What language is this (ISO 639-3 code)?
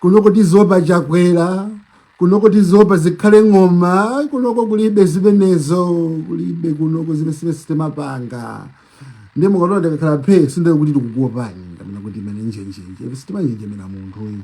nya